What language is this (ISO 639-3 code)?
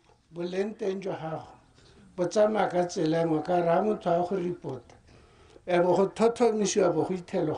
tsn